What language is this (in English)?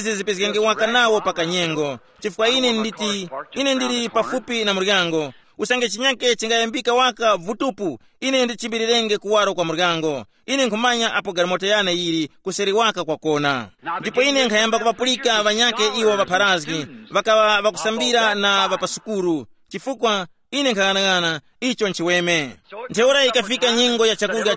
Tumbuka